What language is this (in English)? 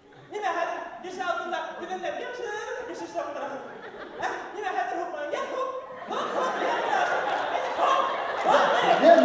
Bashkir